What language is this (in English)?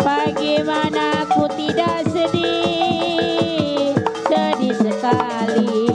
Betawi